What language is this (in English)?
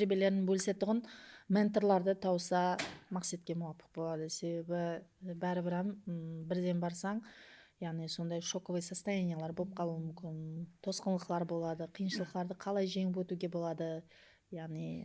Kara-Kalpak